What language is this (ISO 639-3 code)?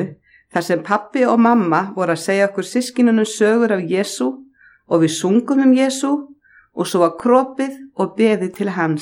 isl